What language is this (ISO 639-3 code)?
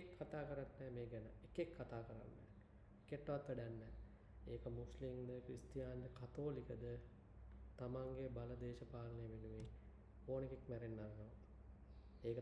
sin